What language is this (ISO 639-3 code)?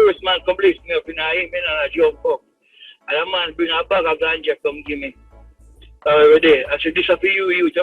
jam